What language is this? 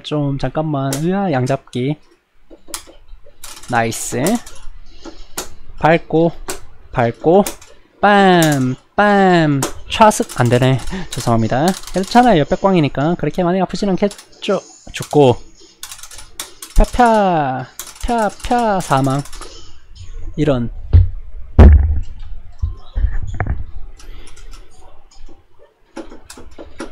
Korean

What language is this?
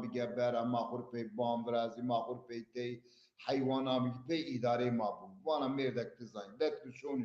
Zaza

